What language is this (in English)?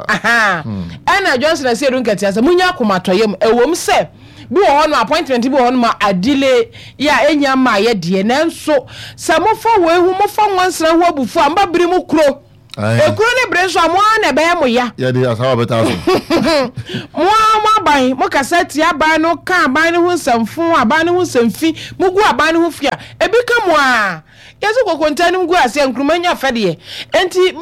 Akan